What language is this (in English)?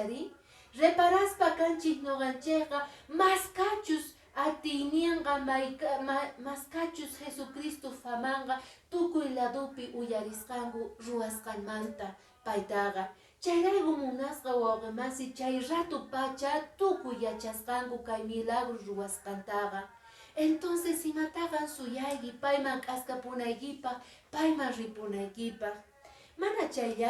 Quechua